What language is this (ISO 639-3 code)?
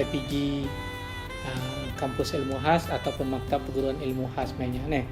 iba